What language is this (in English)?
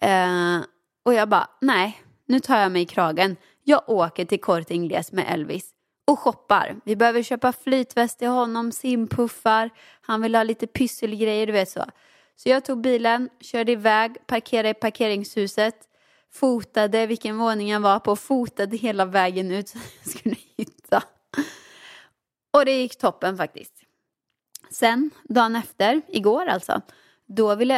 Swedish